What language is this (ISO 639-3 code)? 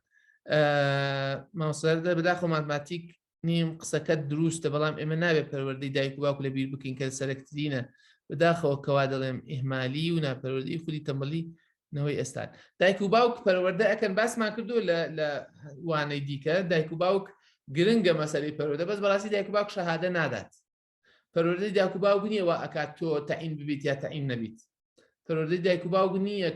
ckb